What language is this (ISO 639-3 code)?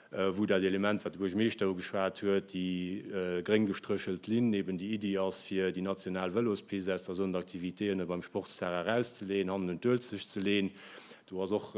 ltz